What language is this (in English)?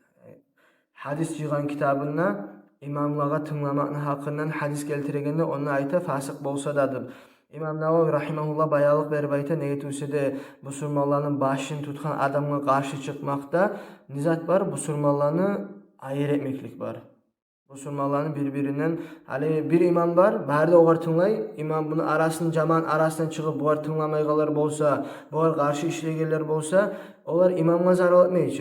Kumyk